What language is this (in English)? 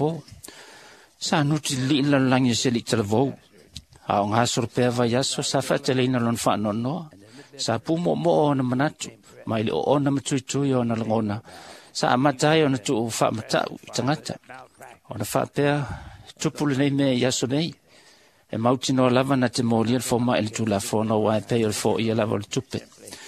Samoan